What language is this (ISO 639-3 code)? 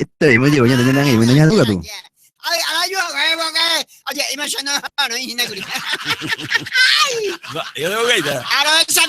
grn